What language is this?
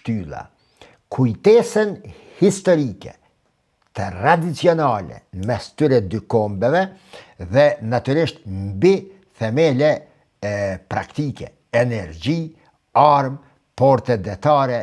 Albanian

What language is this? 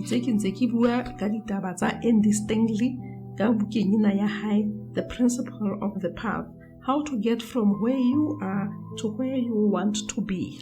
Southern Sotho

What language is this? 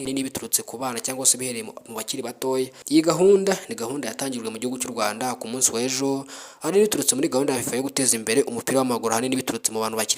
Kinyarwanda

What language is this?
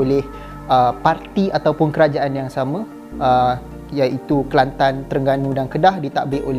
Malay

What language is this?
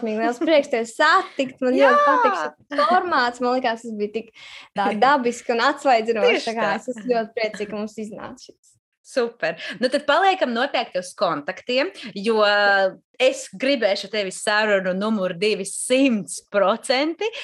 Latvian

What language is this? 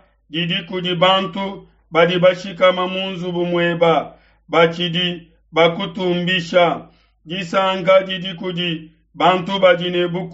Luba-Lulua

